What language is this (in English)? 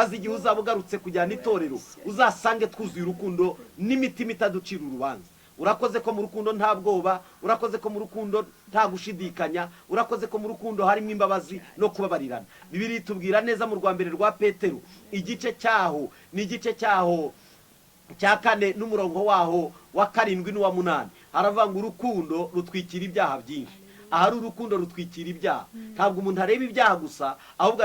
Kinyarwanda